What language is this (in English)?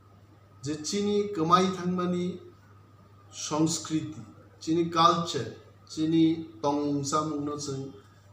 Kok Borok